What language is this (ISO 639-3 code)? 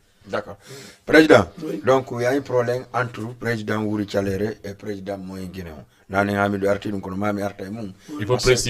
ful